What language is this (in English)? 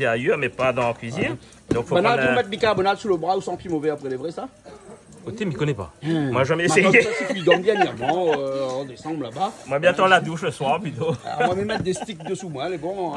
Réunion Creole French